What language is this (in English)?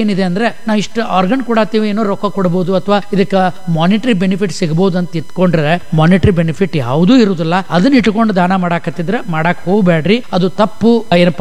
Kannada